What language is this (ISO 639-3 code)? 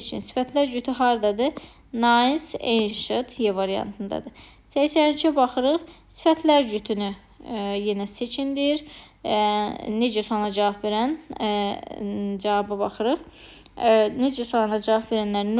aze